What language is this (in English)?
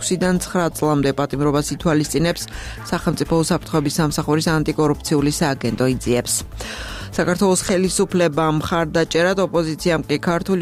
Georgian